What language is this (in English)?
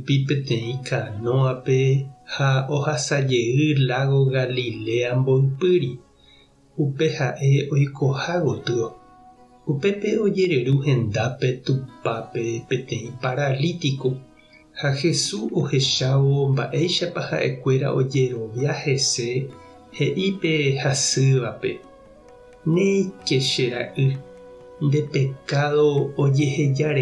Guarani